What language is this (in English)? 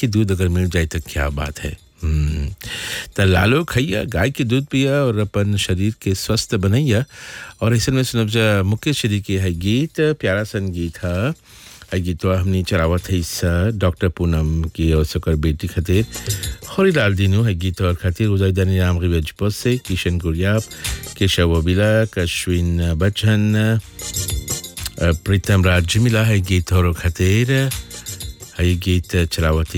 Bhojpuri